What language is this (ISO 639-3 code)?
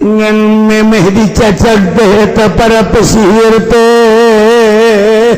sun